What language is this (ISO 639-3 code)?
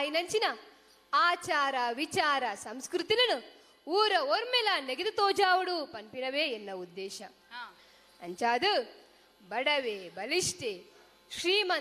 tcy